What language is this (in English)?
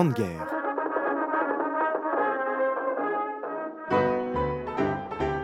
French